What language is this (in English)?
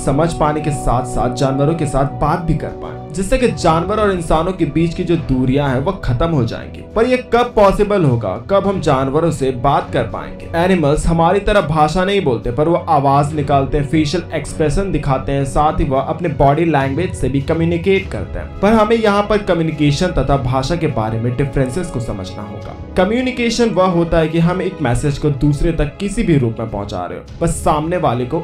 Hindi